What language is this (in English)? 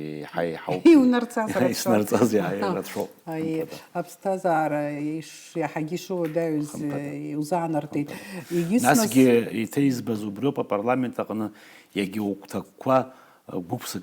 Abkhazian